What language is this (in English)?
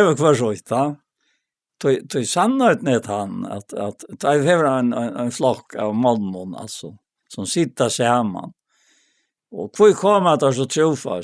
Faroese